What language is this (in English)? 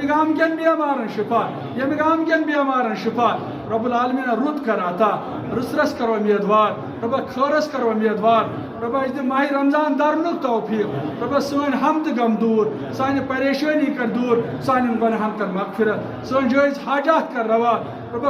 Kashmiri